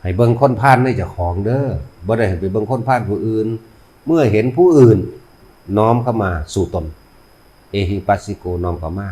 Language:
Northeastern Thai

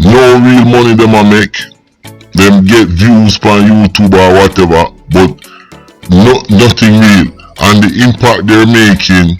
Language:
Jamaican Creole English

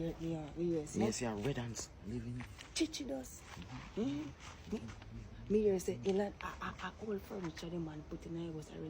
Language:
Jamaican Creole English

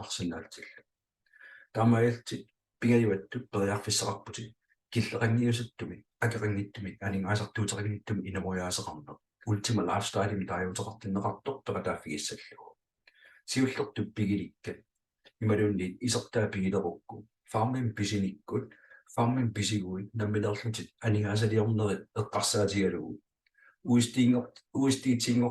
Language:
Kalaallisut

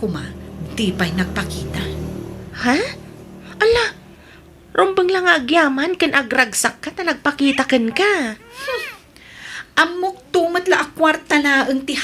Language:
Iloko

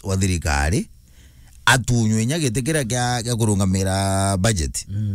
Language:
Meru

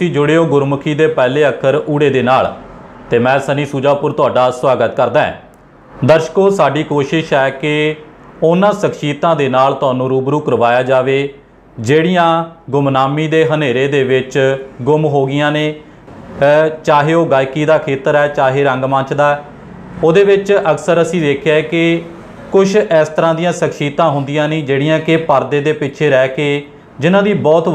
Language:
Punjabi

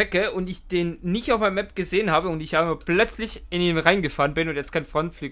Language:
Swiss German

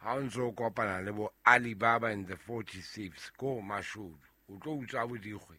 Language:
Southern Sotho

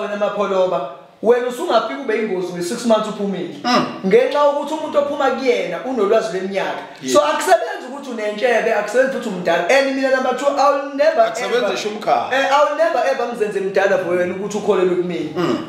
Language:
Zulu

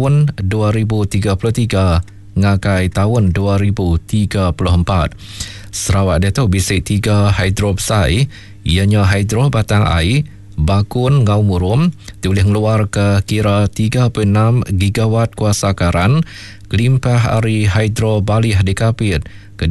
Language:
Iban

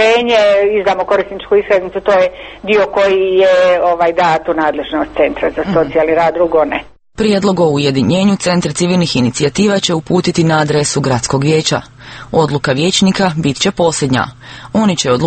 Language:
Croatian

